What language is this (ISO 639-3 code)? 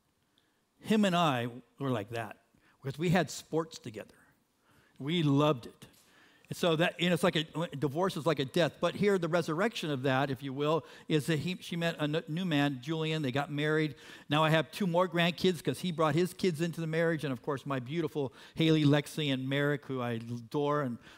eng